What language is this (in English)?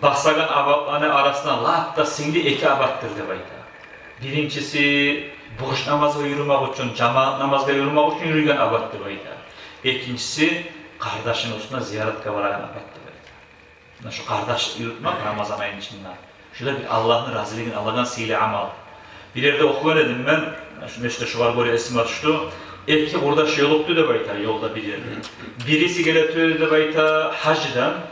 Kumyk